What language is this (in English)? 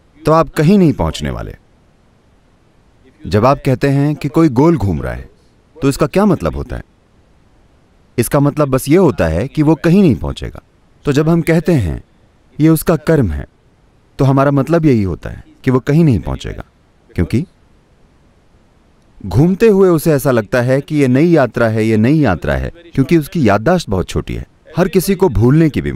Hindi